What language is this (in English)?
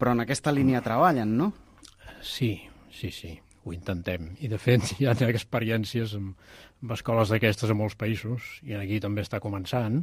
Catalan